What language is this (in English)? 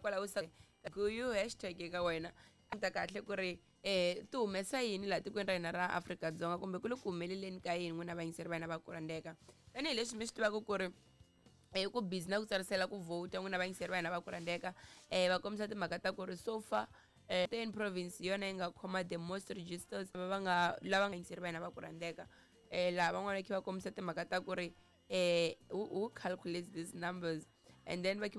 Tsonga